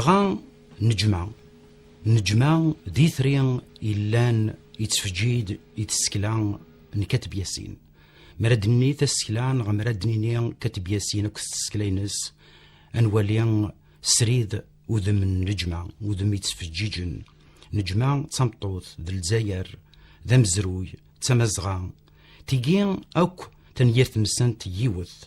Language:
Kabyle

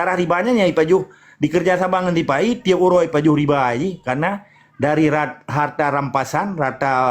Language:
Achinese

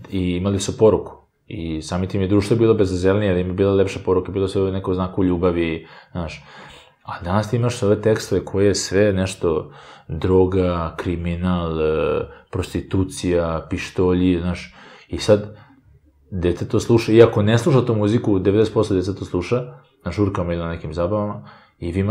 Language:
Serbian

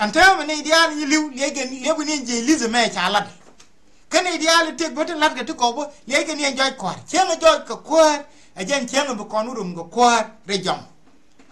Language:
Nuer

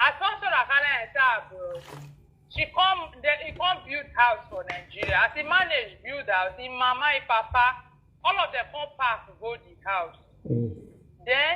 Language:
Nigerian Pidgin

